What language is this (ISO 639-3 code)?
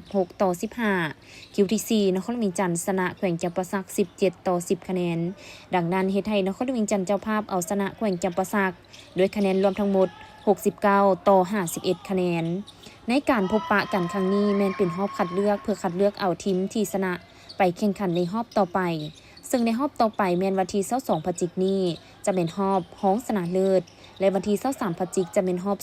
lao